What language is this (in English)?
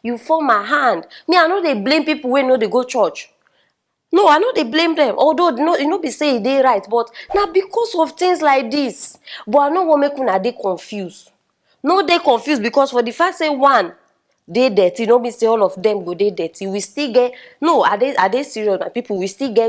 Nigerian Pidgin